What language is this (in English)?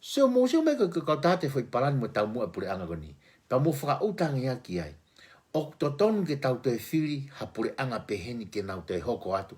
Tongan